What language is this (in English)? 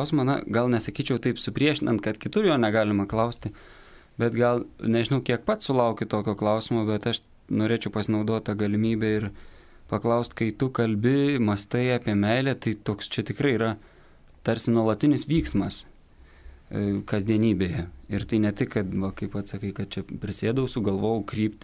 Lithuanian